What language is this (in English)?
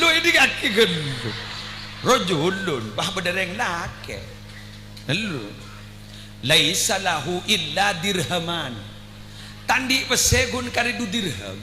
Madurese